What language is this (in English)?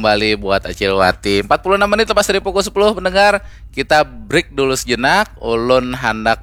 Banjar